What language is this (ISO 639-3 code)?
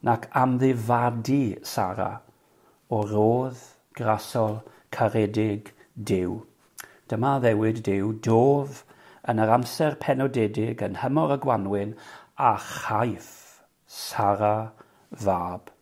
cym